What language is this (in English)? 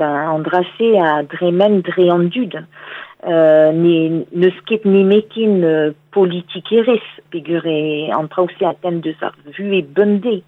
Breton